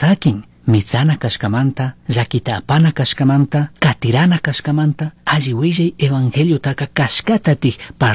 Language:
Chimborazo Highland Quichua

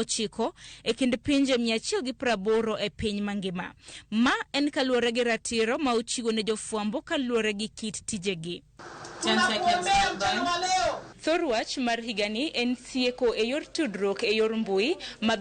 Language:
Luo (Kenya and Tanzania)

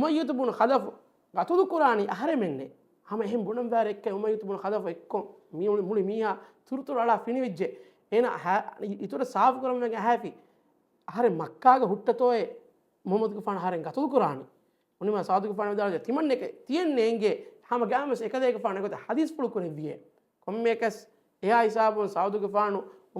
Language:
Divehi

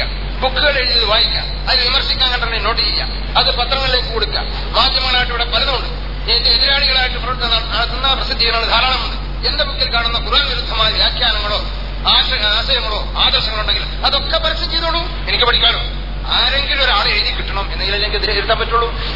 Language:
Malayalam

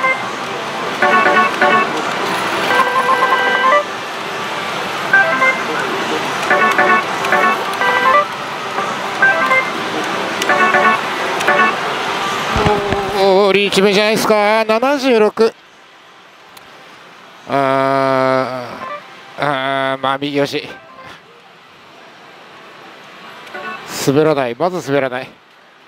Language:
Japanese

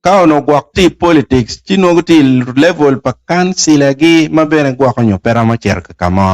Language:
Acoli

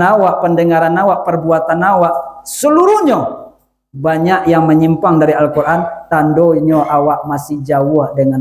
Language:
Minangkabau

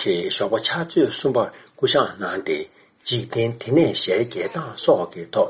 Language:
Tibetan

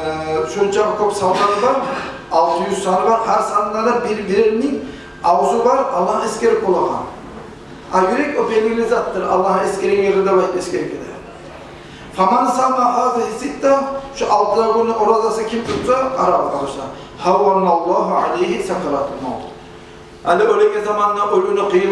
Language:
Kumyk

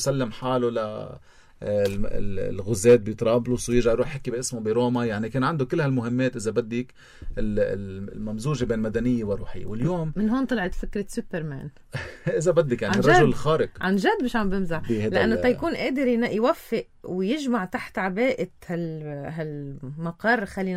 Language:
North Levantine Arabic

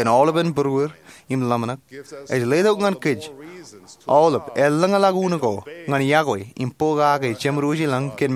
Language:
Marshallese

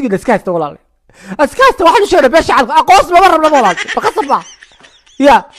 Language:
Somali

